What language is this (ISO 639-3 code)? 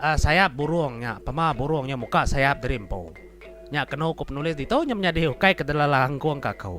iba